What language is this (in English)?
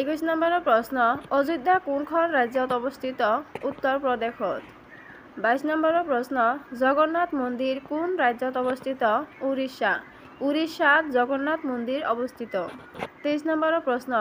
Assamese